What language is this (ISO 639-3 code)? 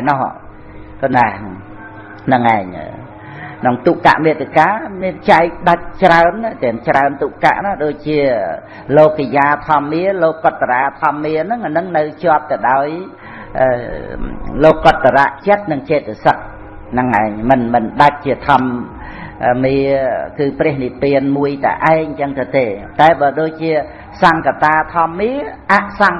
khm